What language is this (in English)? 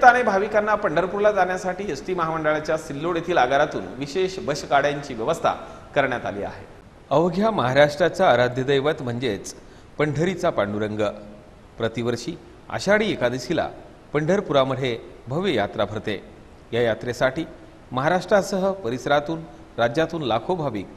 Marathi